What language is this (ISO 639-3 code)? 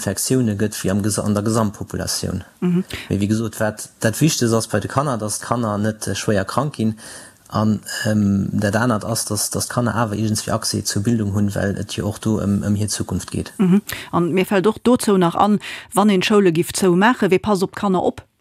ltz